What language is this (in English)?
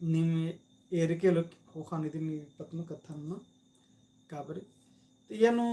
Kurukh